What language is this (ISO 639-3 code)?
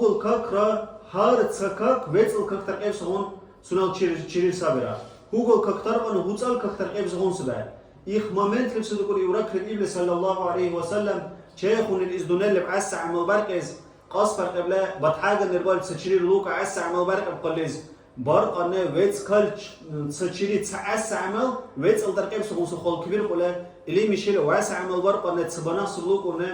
dar